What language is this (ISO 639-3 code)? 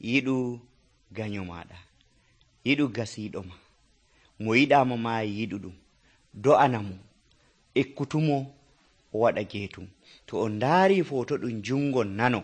fuv